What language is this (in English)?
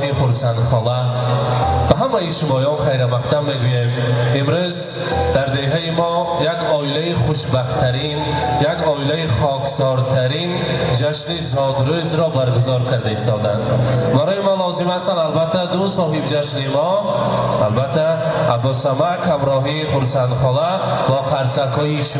Tajik